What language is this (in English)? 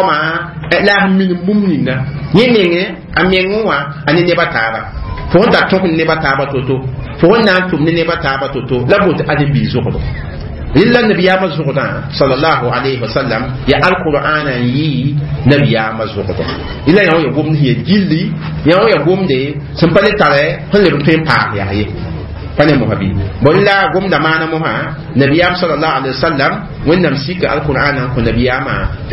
Mossi